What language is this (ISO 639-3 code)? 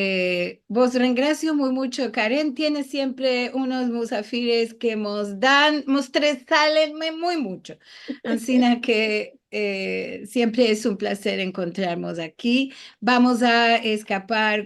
lad